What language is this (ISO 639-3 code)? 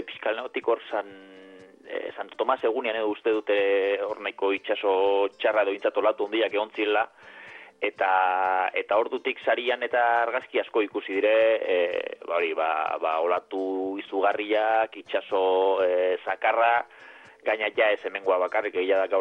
eus